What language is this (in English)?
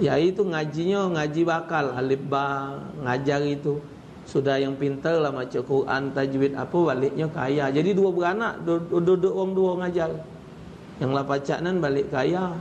Musi